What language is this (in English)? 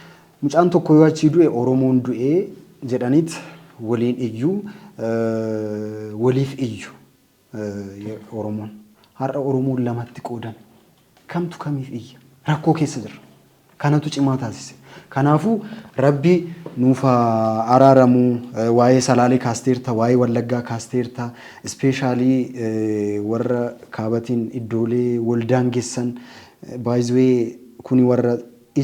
Oromo